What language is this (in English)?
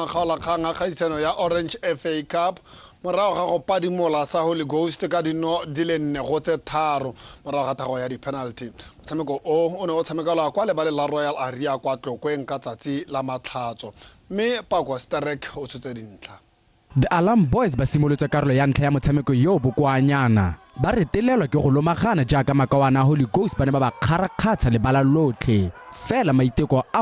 Tswana